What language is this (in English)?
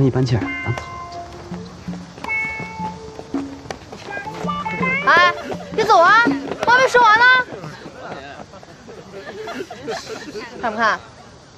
Chinese